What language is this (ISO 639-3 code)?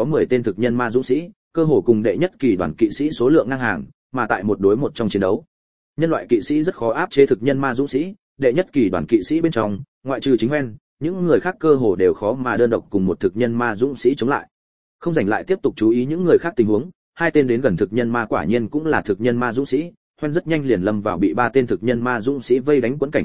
vie